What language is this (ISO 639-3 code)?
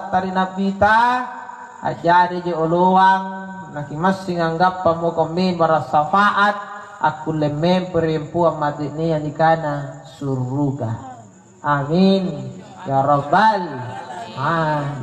mak